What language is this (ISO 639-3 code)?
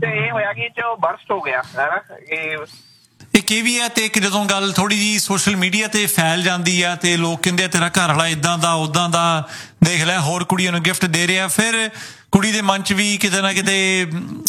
pan